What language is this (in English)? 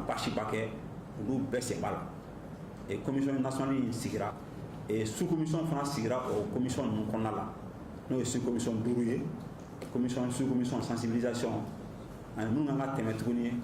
Bambara